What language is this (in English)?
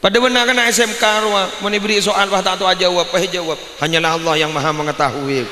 Madurese